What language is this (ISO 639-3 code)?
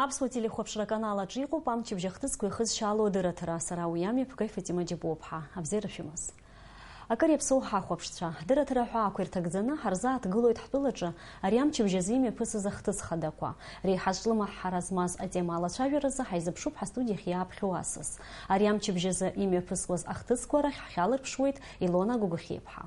abk